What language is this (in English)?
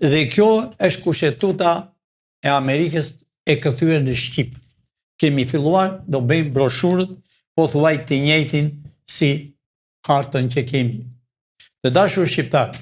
Albanian